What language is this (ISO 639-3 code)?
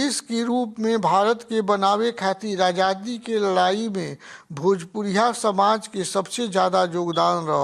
bho